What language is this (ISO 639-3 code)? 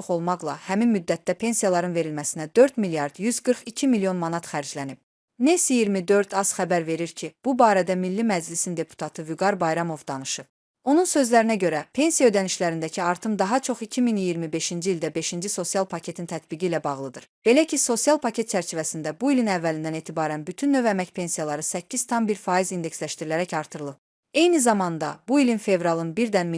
aze